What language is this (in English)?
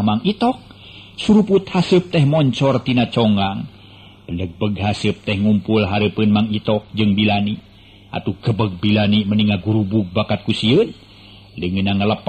Sundanese